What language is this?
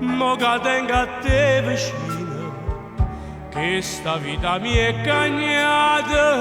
Neapolitan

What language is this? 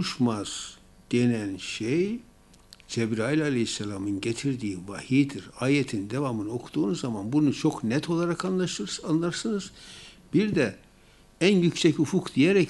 Turkish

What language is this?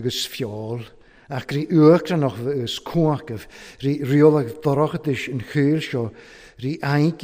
Welsh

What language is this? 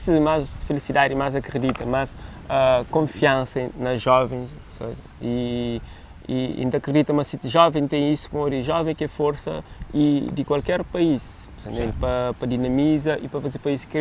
Kabuverdianu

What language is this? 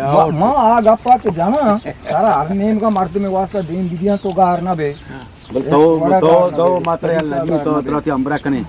Eastern Balochi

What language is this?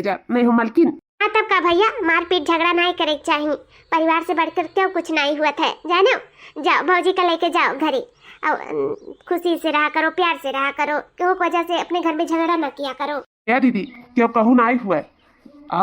Awadhi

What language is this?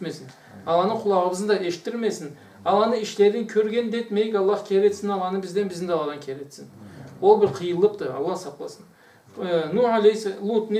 Karachay-Balkar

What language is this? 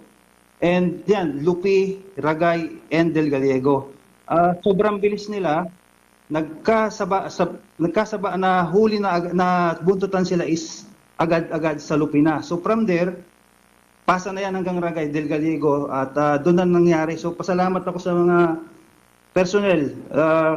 Bikol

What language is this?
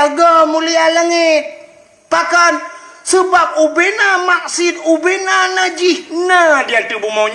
Achinese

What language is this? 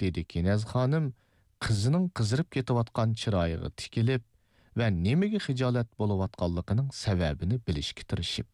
Uyghur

